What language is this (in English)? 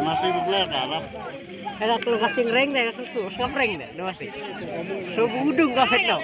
Khasi